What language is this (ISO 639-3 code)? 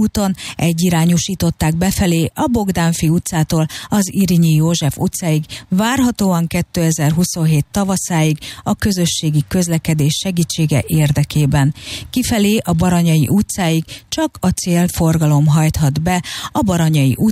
hun